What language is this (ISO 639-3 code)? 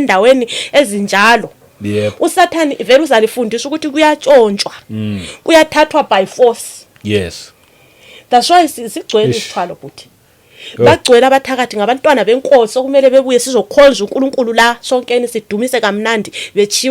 zul